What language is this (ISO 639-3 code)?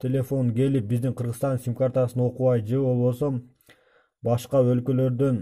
kir